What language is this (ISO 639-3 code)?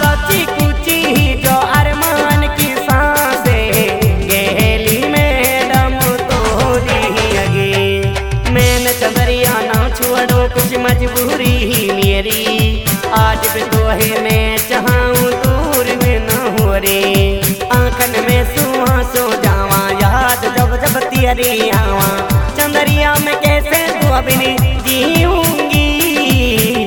bgc